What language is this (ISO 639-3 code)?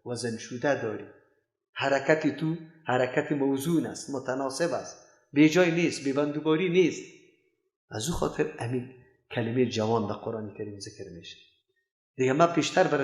fas